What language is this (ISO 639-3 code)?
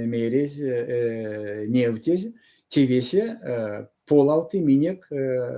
myv